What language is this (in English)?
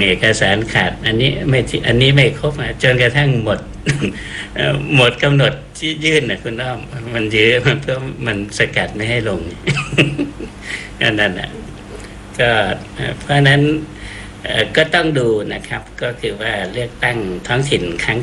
Thai